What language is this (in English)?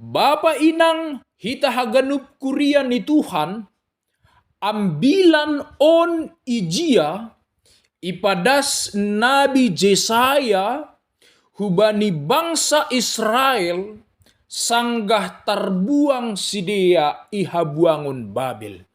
Batak Simalungun